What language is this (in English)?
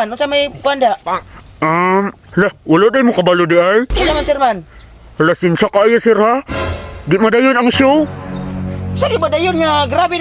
Cebuano